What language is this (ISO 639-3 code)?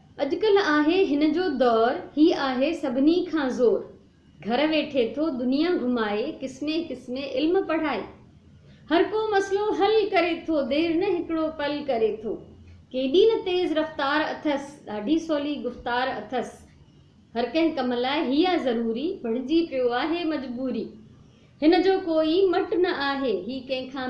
snd